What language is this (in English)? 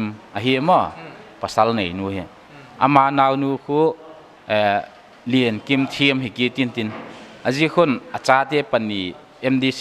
Paite Chin